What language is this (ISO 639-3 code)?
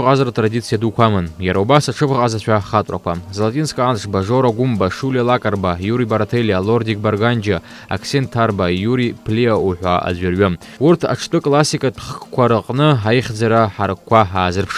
abk